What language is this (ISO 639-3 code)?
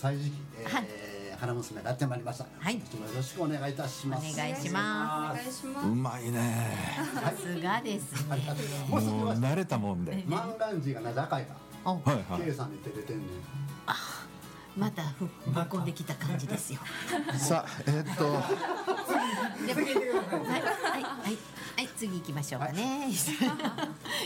jpn